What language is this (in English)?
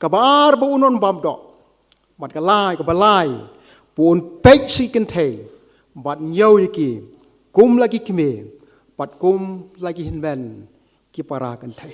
Khasi